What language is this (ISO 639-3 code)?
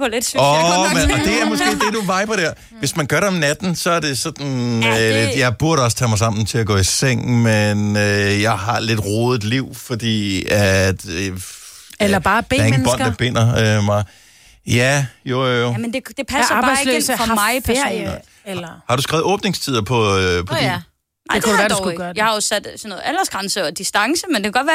dan